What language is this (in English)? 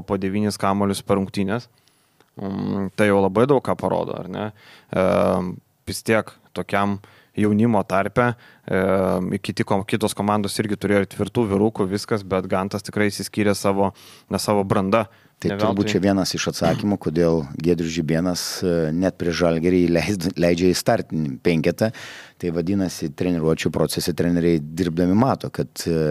Lithuanian